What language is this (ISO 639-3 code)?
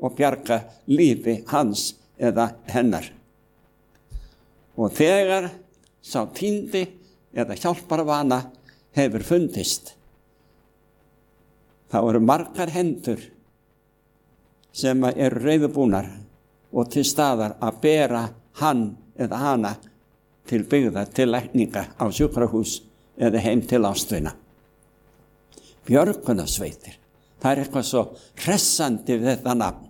isl